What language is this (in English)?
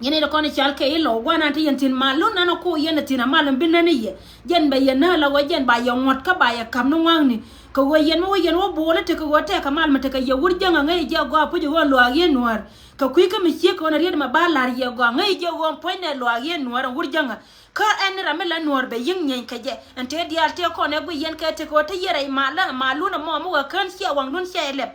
Nuer